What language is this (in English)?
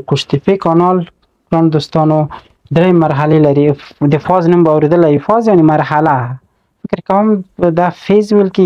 Pashto